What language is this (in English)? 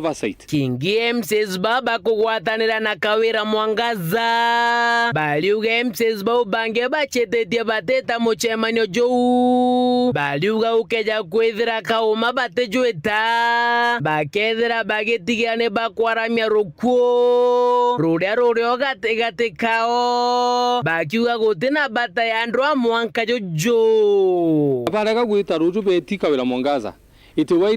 Meru